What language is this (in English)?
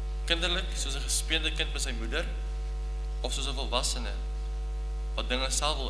Afrikaans